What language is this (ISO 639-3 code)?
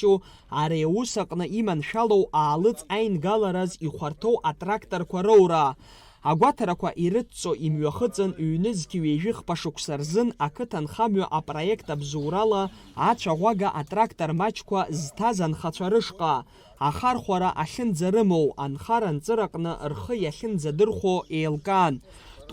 abk